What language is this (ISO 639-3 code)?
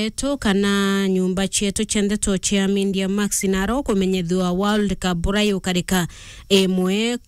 mer